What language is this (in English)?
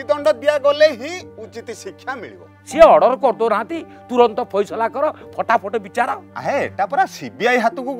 Odia